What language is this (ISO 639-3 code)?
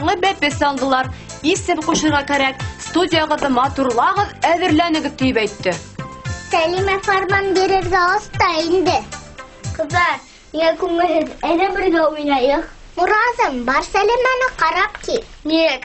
bak